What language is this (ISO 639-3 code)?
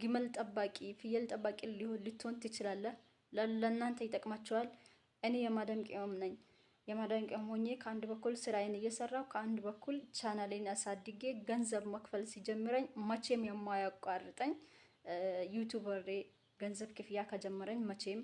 amh